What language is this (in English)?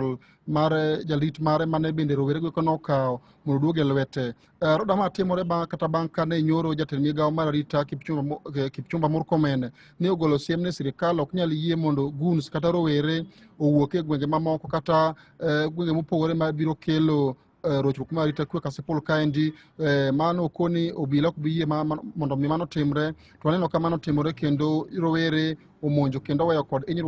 Luo (Kenya and Tanzania)